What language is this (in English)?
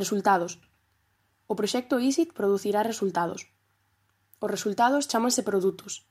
Galician